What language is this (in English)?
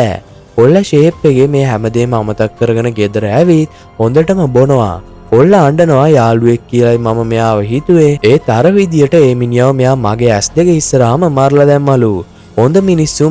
Sinhala